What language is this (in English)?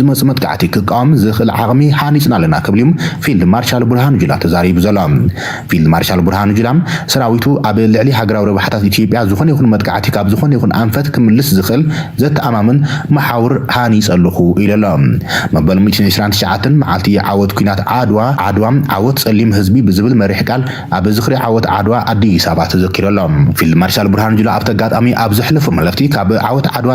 Tigrinya